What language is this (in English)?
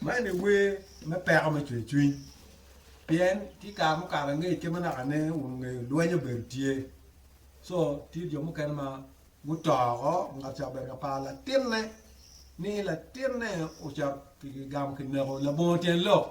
Acoli